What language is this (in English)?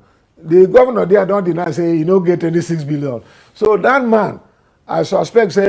Nigerian Pidgin